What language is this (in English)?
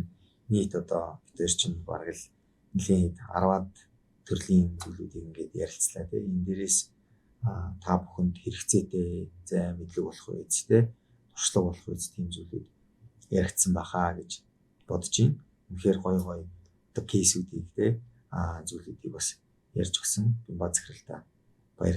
Mongolian